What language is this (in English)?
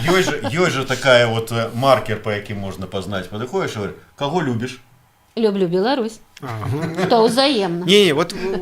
Belarusian